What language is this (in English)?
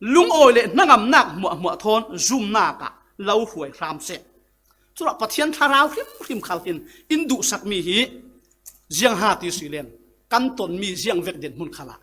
Falam Chin